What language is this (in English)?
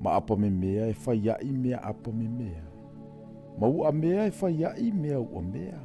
Samoan